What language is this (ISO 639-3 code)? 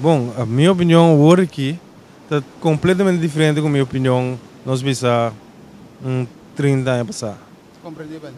pap